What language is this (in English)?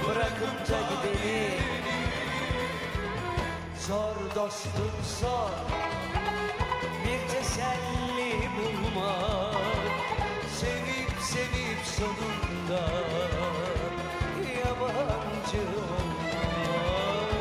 Turkish